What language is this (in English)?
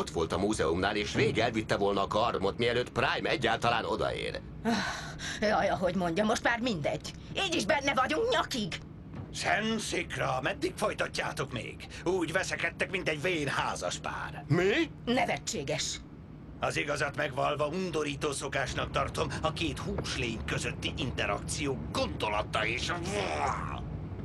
Hungarian